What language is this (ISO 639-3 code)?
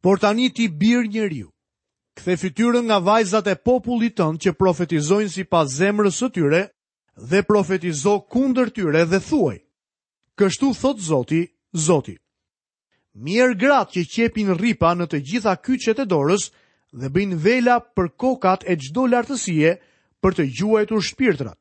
sqi